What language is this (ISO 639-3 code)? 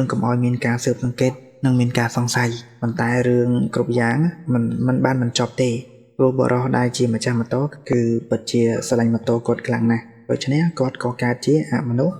khm